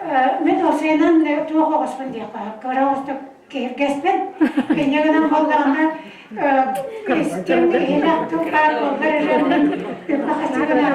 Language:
Yakut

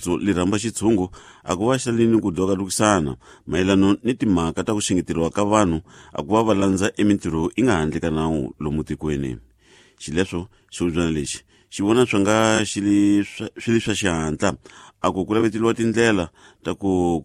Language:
Tsonga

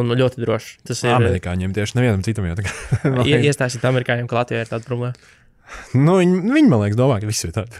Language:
Latvian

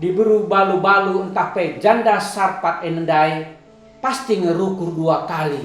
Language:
Batak Karo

